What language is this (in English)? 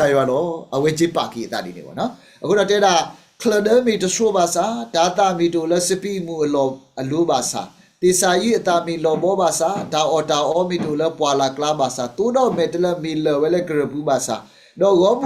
S'gaw Karen